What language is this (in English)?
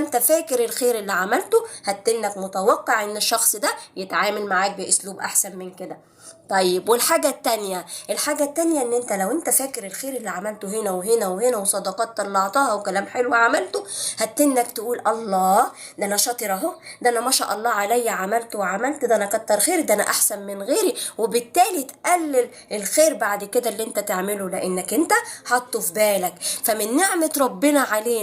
Egyptian Arabic